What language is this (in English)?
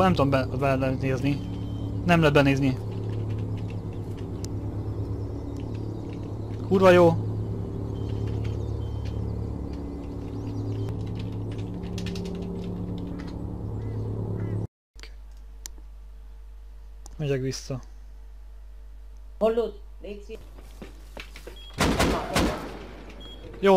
Hungarian